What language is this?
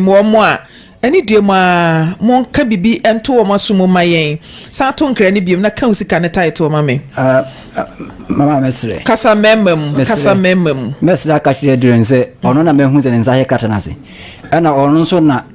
Akan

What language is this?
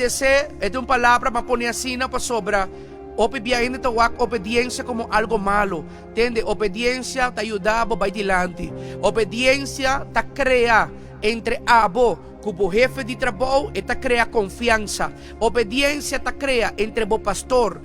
Papiamento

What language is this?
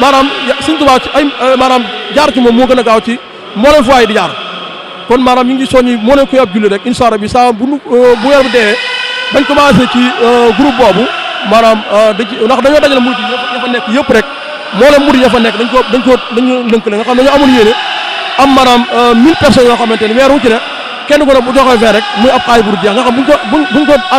Wolof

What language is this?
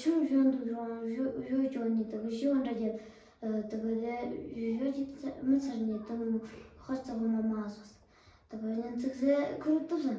Amdo Tibetan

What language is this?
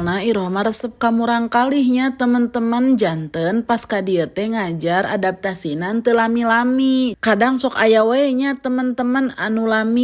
Sundanese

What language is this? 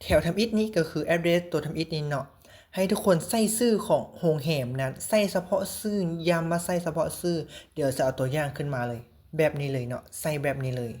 Lao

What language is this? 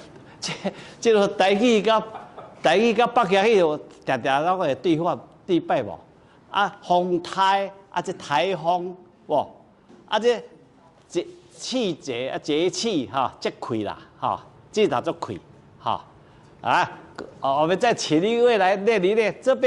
Min Nan Chinese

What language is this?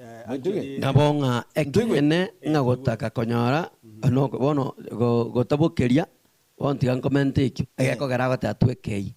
Gusii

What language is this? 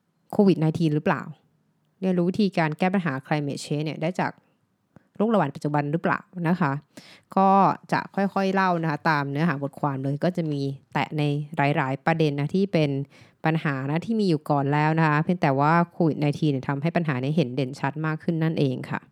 Thai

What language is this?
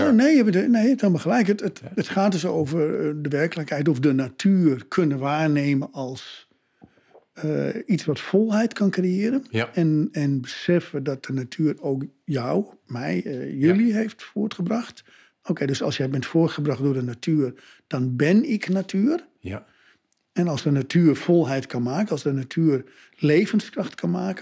Dutch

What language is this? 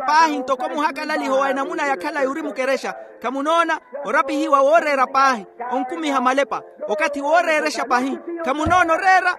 Makhuwa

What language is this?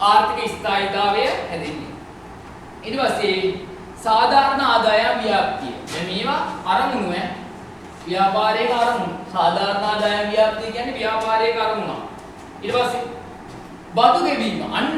Sinhala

